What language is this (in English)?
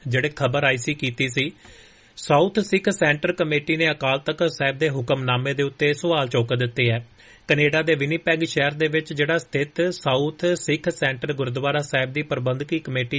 Punjabi